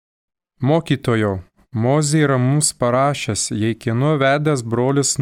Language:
Lithuanian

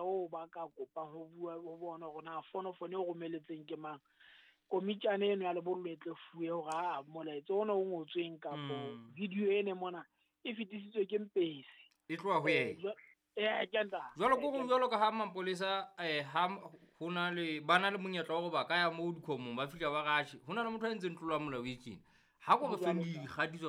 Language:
Southern Sotho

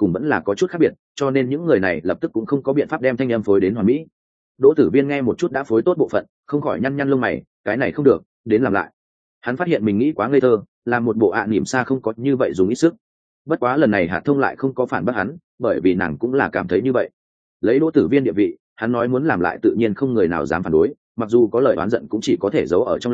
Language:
Vietnamese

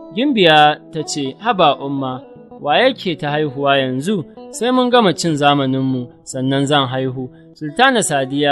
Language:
Hausa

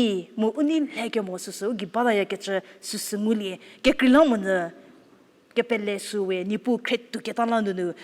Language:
Angami Naga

